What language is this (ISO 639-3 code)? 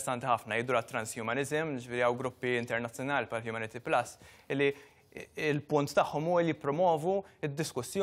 mlt